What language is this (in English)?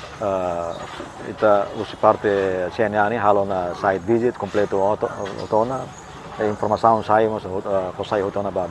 Tetum